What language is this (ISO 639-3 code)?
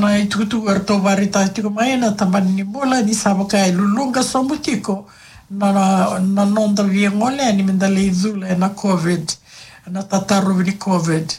fij